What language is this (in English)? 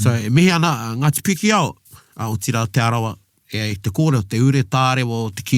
Māori